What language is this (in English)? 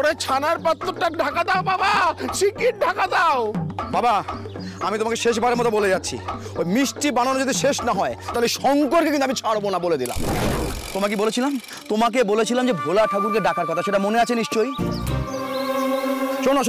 Bangla